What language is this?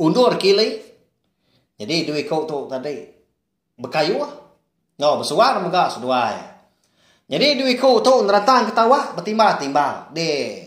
Iban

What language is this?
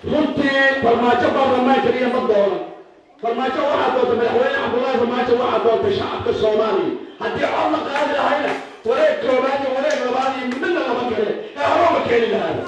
Somali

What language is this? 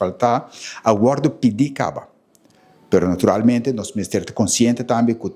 Papiamento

